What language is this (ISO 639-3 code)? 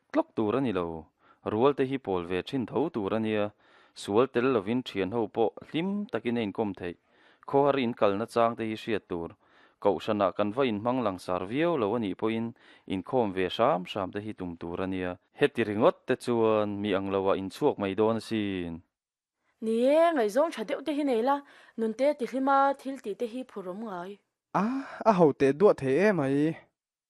lus